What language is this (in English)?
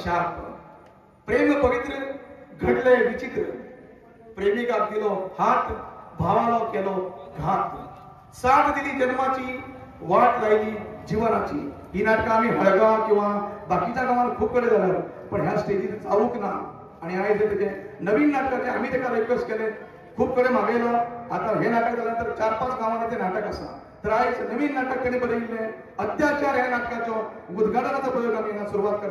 Konkani